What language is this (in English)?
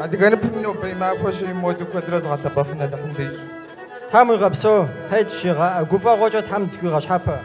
Kabardian